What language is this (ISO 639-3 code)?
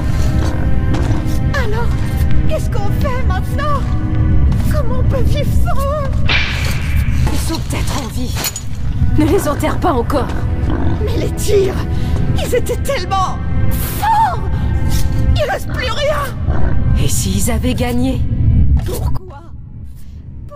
fra